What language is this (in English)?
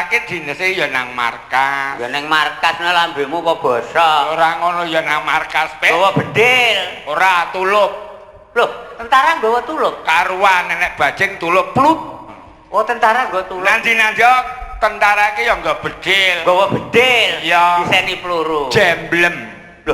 Javanese